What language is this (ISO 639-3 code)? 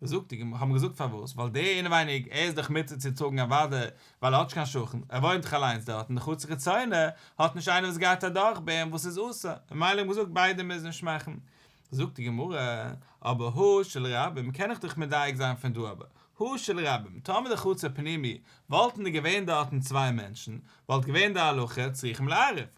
yid